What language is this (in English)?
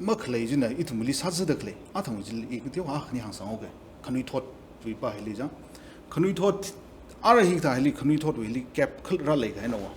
Tangkhul Naga (India)